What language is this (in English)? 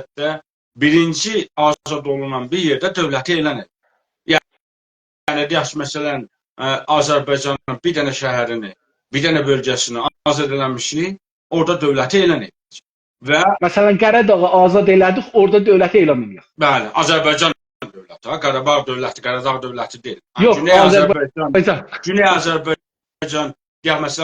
South Azerbaijani